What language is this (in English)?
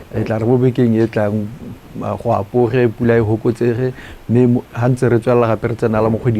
Tswana